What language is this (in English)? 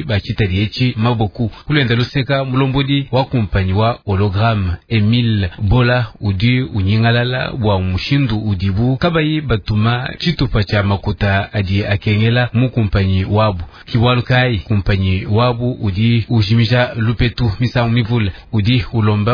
Luba-Lulua